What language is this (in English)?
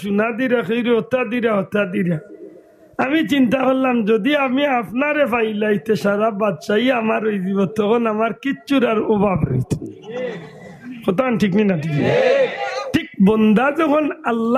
Sylheti